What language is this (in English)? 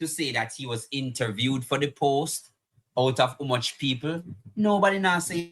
Jamaican Creole English